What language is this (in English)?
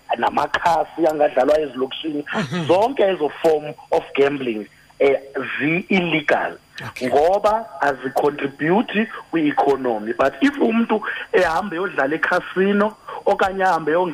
Xhosa